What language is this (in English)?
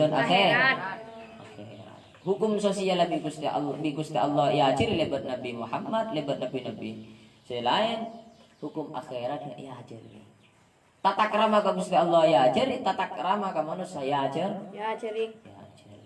Madurese